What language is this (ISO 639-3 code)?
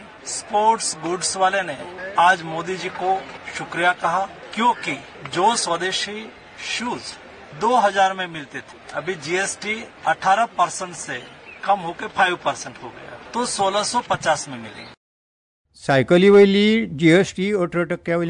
kok